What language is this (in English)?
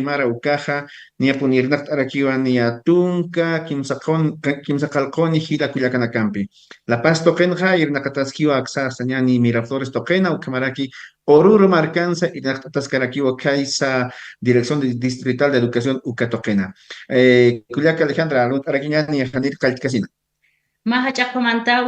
Aymara